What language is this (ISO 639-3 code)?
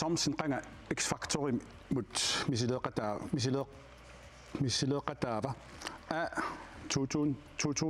kal